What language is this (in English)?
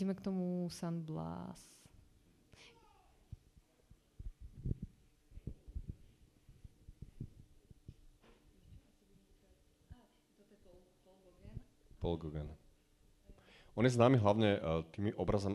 Slovak